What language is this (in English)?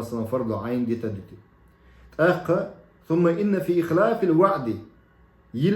Chechen